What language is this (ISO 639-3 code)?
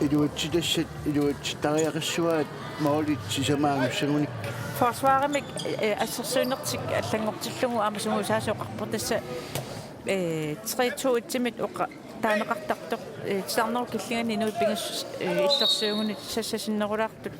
kal